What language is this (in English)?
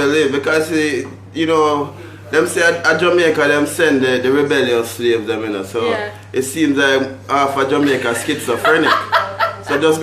Jamaican Creole English